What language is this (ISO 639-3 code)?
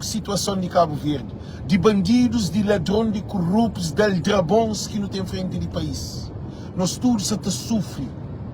kea